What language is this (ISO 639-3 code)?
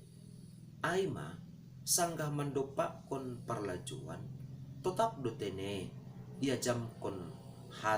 bts